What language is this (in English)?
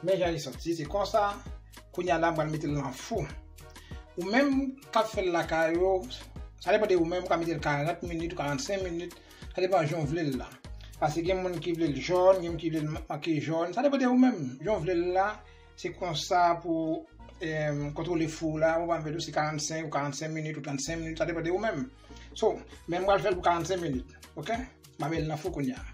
Haitian Creole